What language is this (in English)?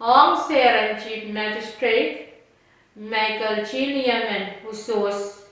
Pohnpeian